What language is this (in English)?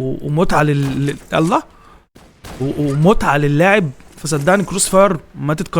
Egyptian Arabic